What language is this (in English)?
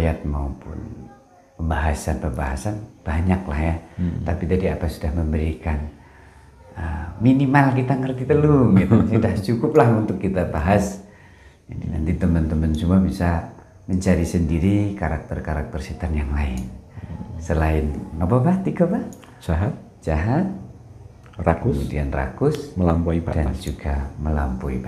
Indonesian